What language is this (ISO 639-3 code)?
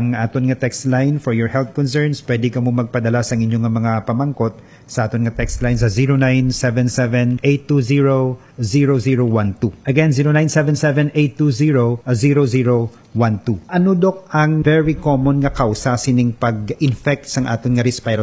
hil